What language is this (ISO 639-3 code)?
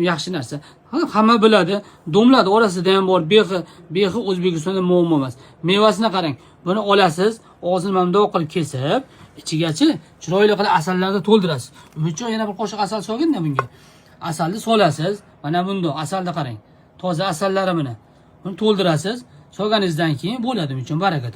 uzb